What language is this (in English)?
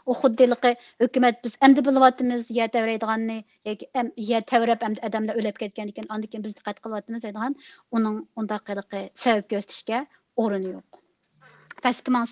Uyghur